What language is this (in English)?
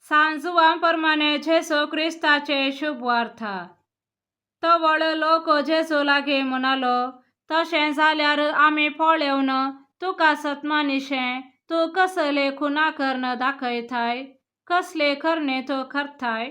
Konkani